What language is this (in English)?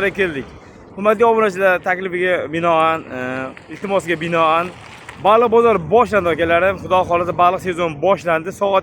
Uzbek